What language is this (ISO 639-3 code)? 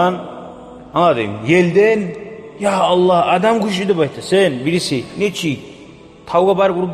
kum